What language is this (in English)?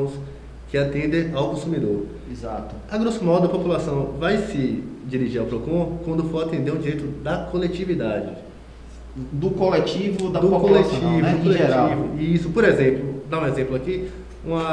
Portuguese